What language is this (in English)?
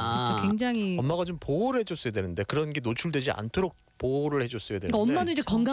Korean